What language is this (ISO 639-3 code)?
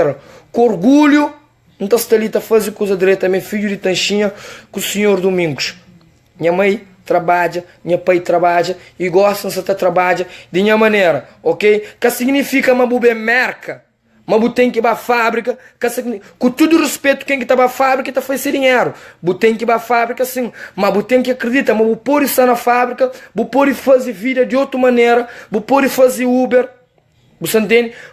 kea